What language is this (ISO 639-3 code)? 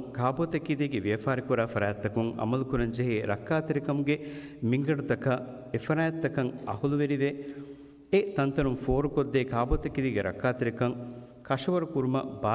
div